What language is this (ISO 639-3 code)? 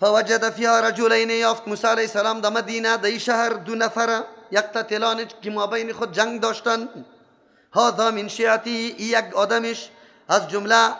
fas